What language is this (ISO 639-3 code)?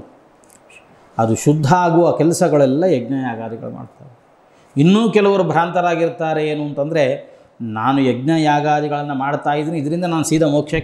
kan